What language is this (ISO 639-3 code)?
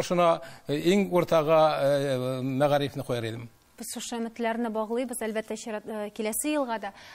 tat